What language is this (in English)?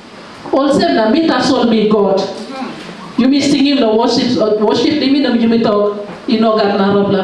Tok Pisin